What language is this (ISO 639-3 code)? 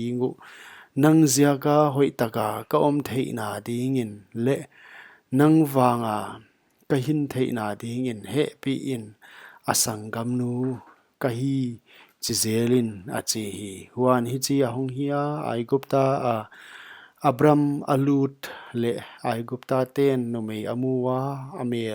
pck